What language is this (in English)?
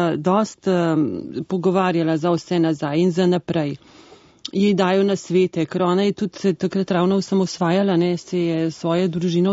Slovenian